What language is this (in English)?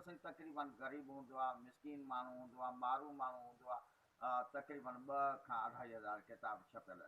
Sindhi